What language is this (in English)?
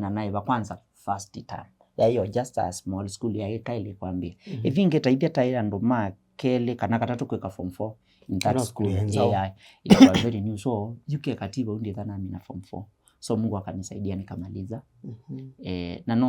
Kamba